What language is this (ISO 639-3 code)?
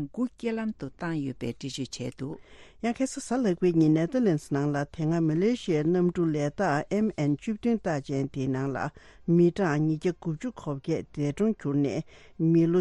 bod